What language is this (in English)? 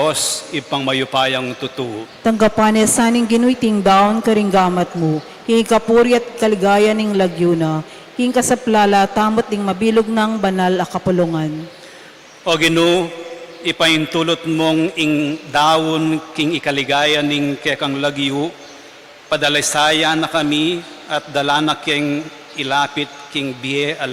Pampanga